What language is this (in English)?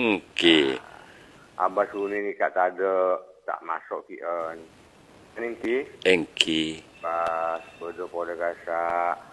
Malay